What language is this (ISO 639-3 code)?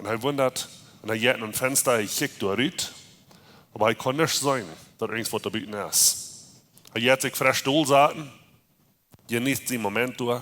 pdt